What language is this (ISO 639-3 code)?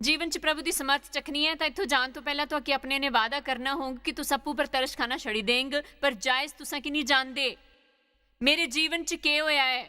doi